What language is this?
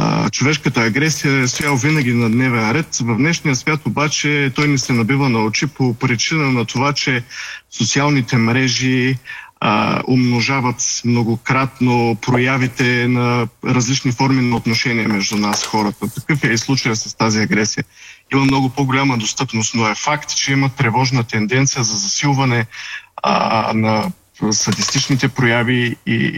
Bulgarian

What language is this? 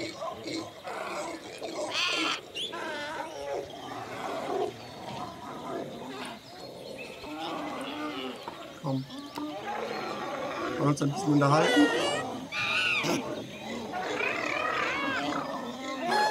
German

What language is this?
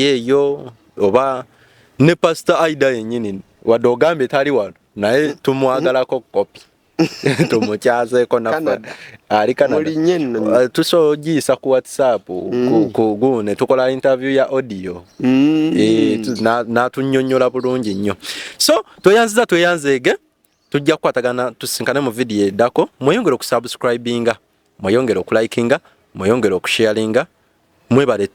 Ganda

